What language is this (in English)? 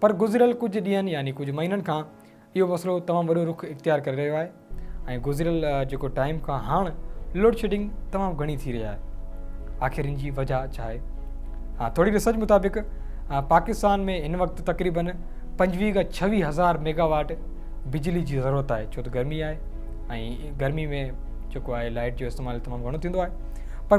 Sindhi